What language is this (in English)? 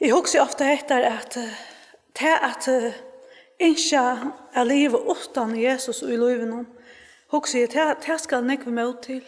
Faroese